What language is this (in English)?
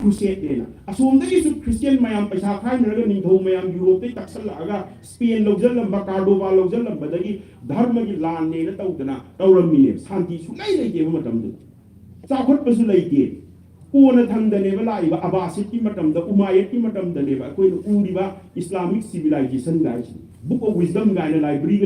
Manipuri